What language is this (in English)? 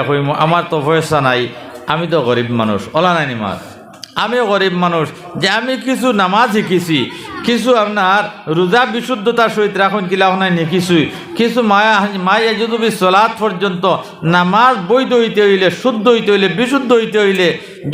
Sylheti